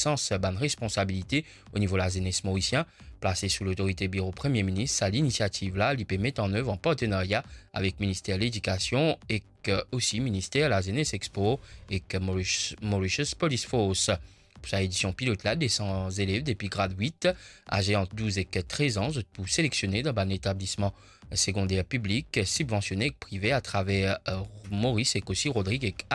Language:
Morisyen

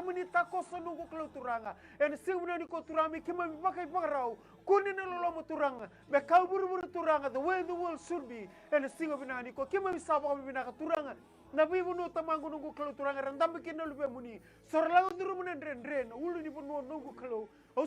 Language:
Fijian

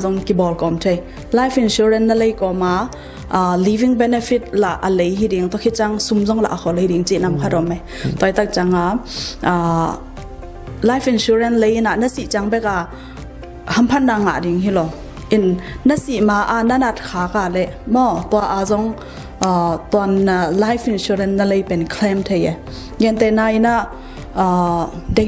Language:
Tedim Chin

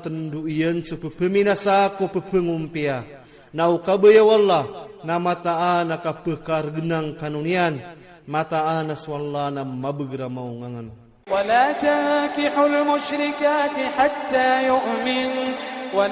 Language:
Iranun (Philippines)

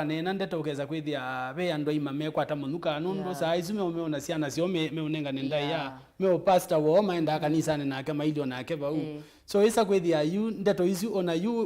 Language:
Kamba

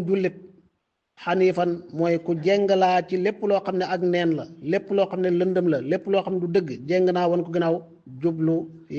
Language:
Wolof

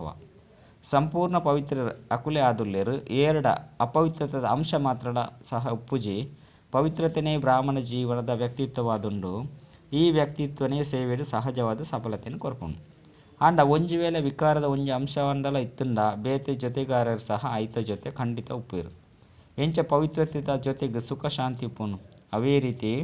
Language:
Tulu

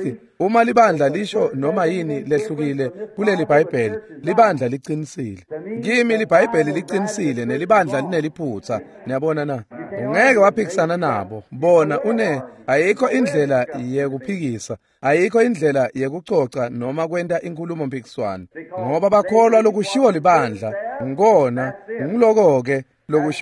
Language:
Swati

